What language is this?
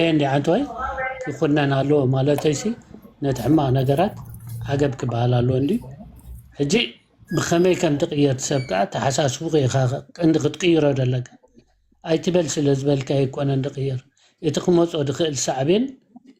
Tigrinya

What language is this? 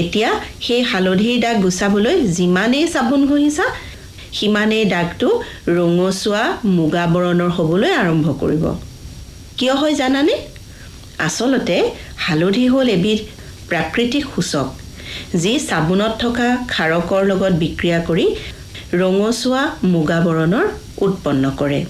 Assamese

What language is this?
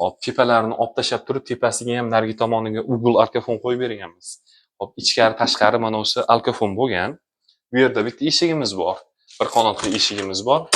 Uzbek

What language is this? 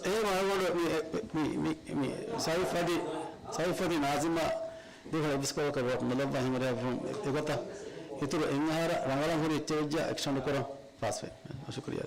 Divehi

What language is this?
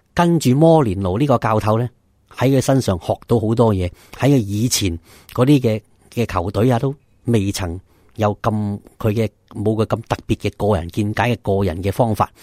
Cantonese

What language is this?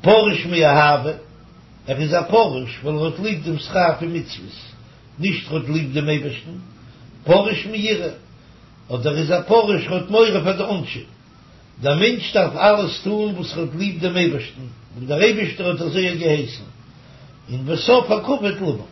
Yiddish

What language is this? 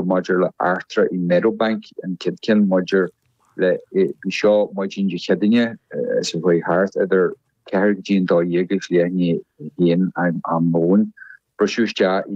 Irish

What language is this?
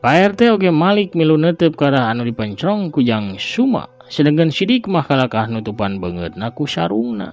Sundanese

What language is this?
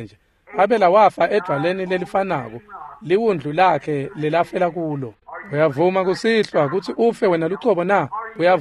Swati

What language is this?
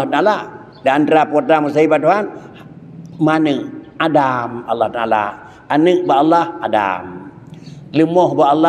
Achinese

